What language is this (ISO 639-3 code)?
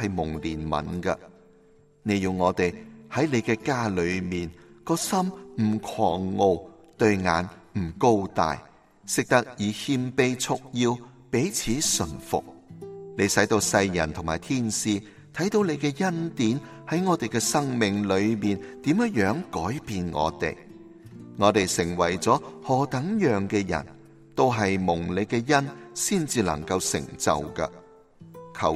yue